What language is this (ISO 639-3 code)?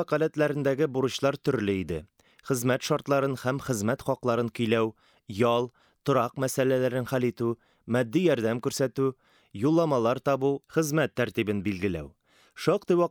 tat